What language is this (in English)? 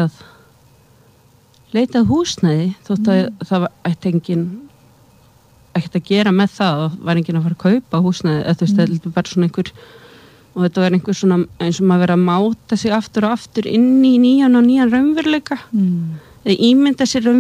Icelandic